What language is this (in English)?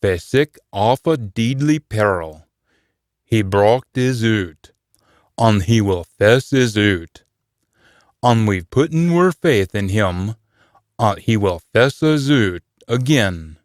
Scots